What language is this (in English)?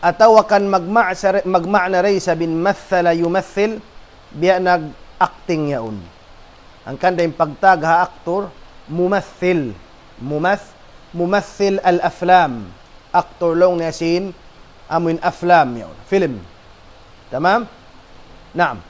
Tausug